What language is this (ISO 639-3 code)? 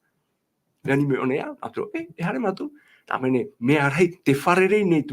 tah